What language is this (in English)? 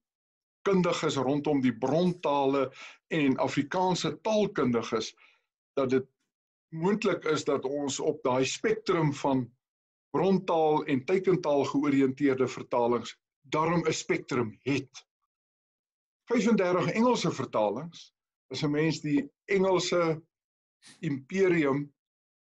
Afrikaans